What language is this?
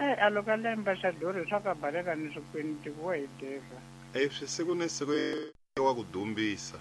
Tsonga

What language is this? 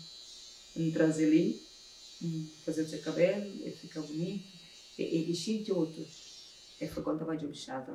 Kabuverdianu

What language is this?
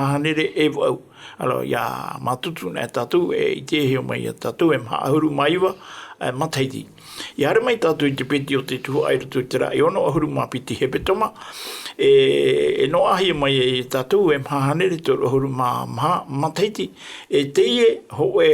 Tahitian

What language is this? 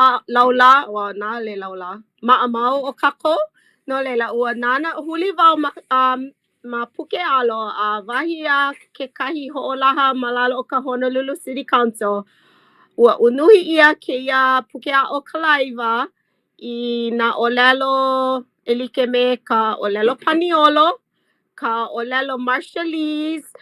Hawaiian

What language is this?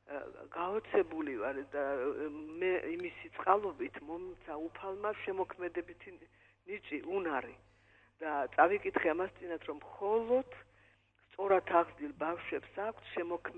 Georgian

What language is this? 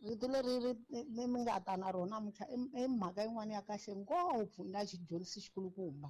Tsonga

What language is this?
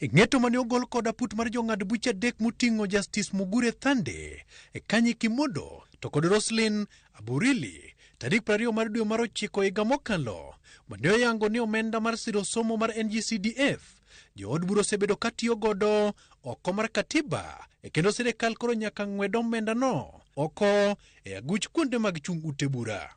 Luo (Kenya and Tanzania)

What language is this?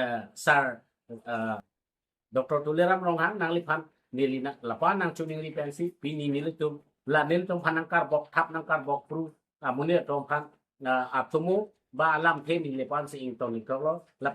Karbi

